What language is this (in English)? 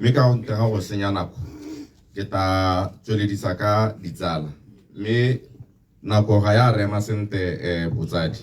Tswana